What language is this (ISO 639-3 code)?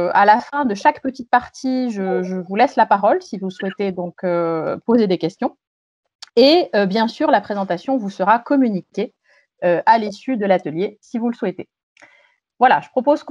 fra